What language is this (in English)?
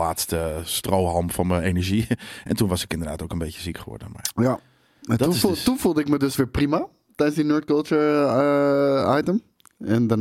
Dutch